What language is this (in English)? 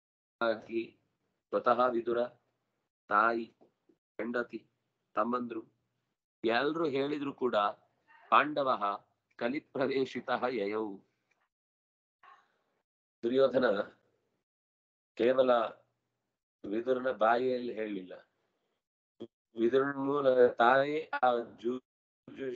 Kannada